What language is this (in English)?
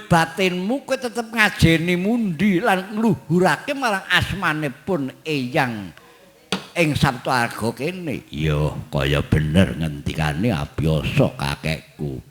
Javanese